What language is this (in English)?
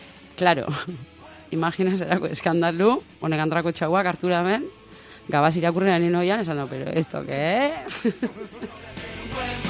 Basque